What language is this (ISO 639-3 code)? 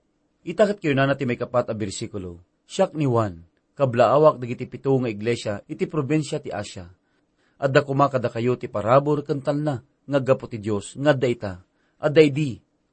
ilo